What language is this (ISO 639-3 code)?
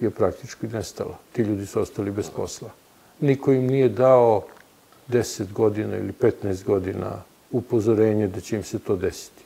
srp